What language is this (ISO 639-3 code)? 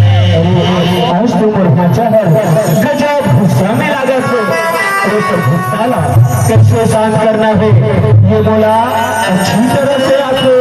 hne